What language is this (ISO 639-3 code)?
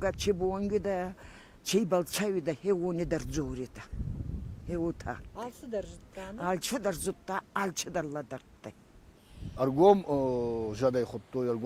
oss